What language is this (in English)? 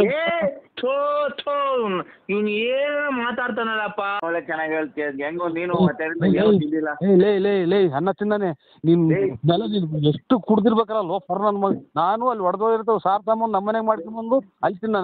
Kannada